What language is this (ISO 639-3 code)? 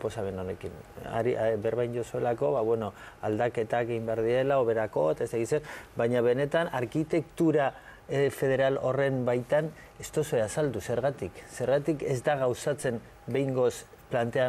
eus